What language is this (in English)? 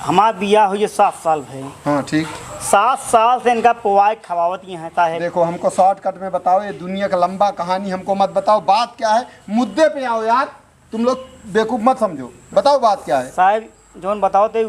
Awadhi